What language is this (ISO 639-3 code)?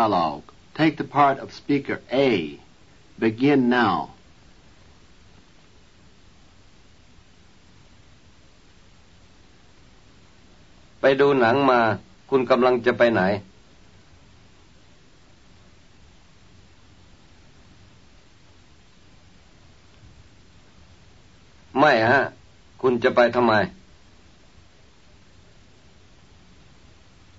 tha